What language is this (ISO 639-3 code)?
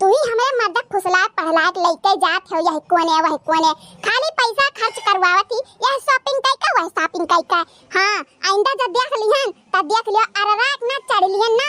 awa